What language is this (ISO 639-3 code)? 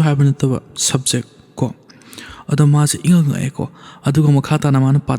mni